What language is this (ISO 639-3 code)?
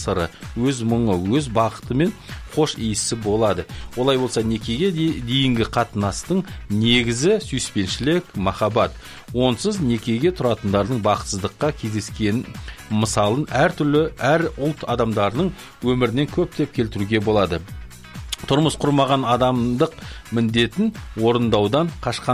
kaz